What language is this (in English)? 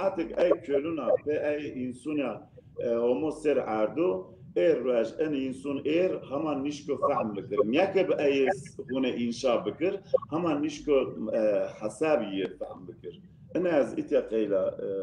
Zaza